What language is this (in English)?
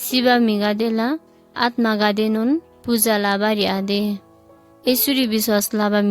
Eastern Tamang